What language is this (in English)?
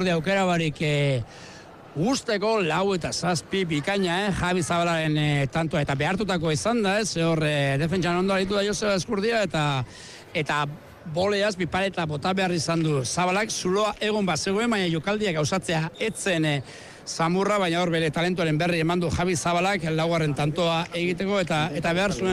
Basque